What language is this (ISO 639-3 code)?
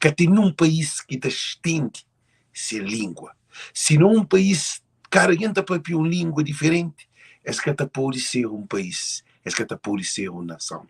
kea